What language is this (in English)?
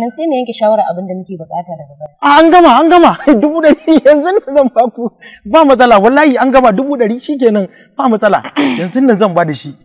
Hausa